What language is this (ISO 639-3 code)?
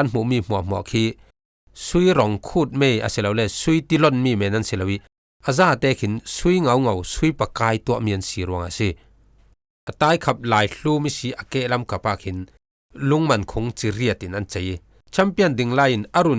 cfm